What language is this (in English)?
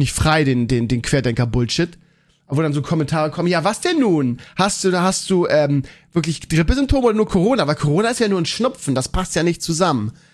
German